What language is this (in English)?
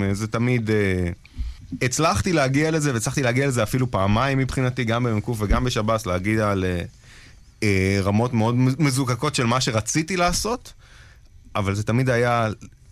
Hebrew